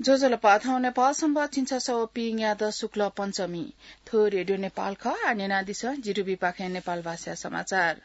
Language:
Newari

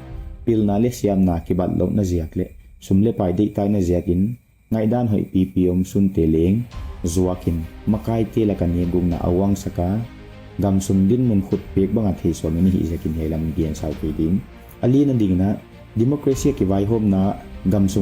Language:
Paite Chin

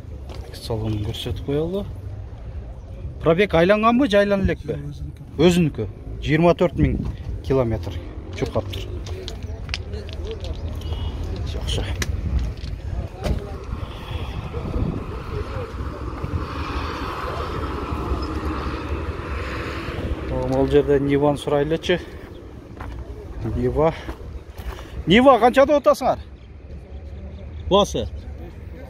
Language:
Kyrgyz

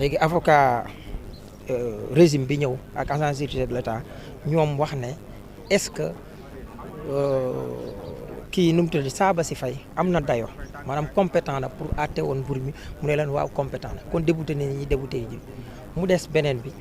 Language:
Wolof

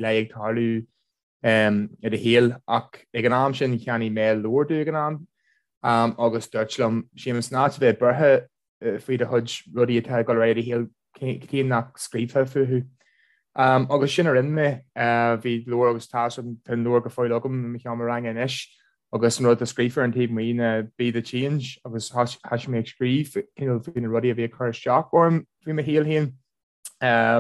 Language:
Irish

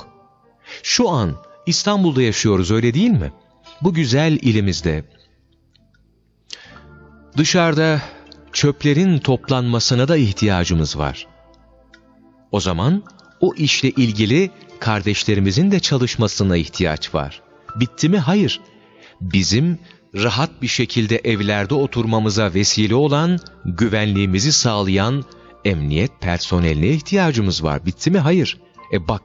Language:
Turkish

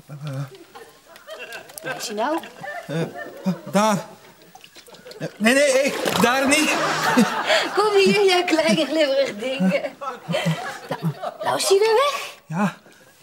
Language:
Dutch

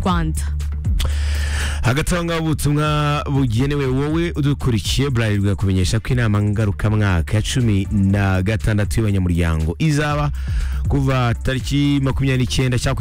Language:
Kinyarwanda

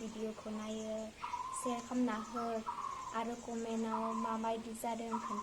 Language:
Bodo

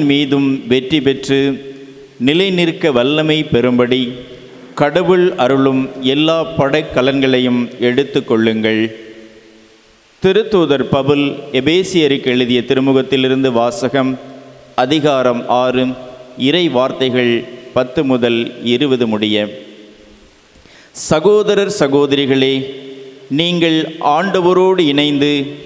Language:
Tamil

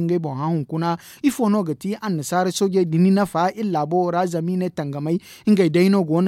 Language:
Zarma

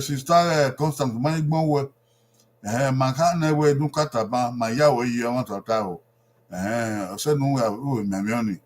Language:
Bini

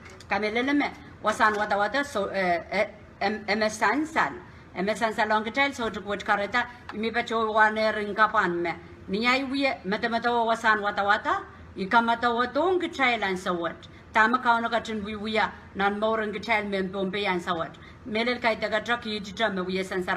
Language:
Pohnpeian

